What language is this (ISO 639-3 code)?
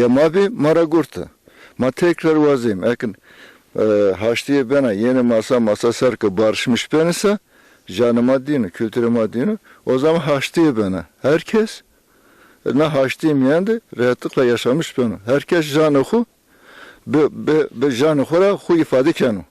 zza